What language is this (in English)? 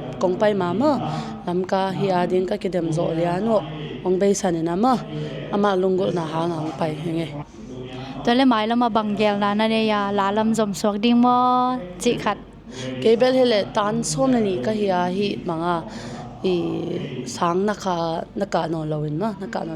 Tedim Chin